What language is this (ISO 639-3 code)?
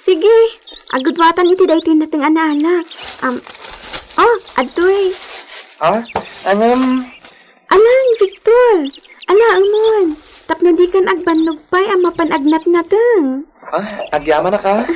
ilo